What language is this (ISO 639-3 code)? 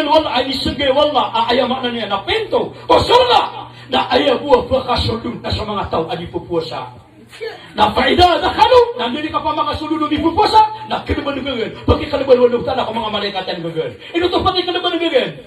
mrw